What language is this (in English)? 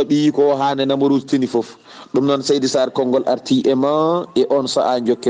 Fula